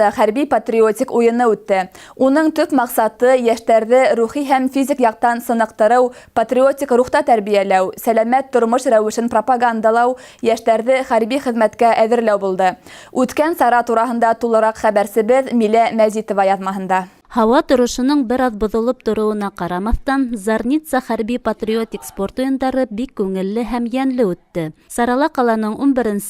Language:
Bashkir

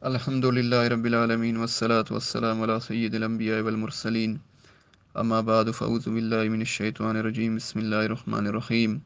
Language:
Brahui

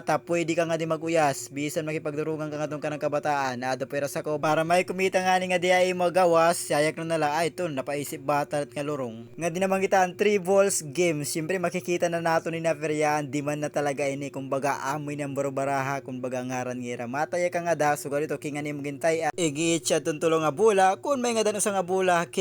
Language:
Waray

